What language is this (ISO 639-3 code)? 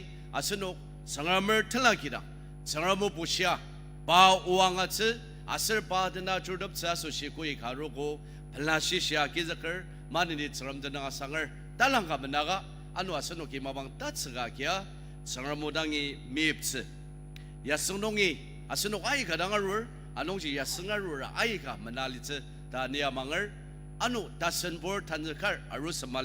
njo